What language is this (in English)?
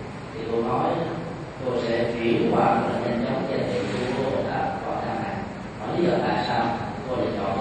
Vietnamese